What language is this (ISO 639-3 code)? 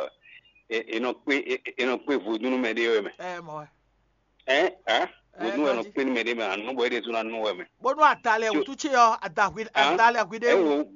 fon